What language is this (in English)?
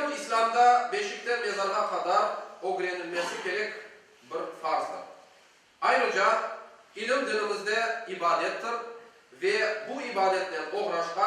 Crimean Tatar